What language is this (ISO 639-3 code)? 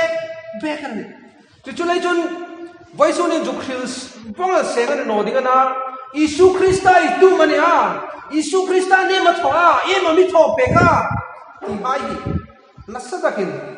hmr